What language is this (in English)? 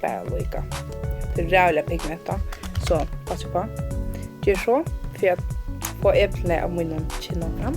Faroese